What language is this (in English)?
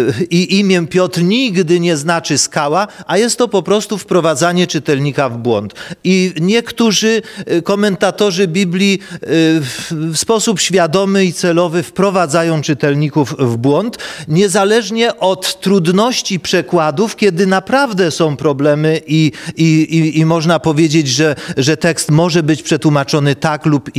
Polish